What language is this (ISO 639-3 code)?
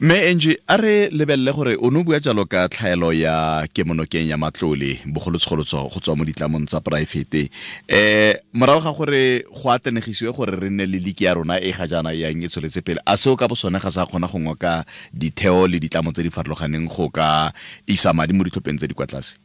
tsn